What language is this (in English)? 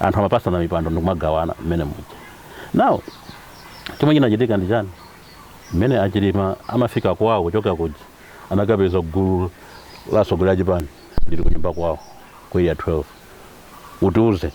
Nyanja